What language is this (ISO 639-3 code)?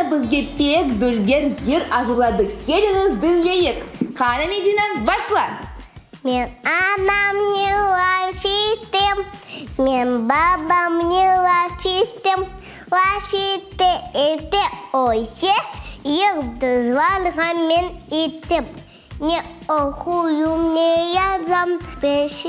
crh